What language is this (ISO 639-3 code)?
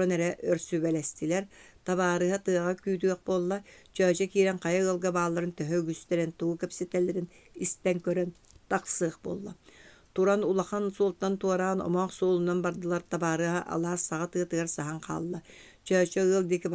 sah